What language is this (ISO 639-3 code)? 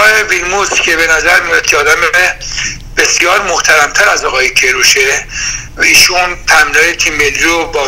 fas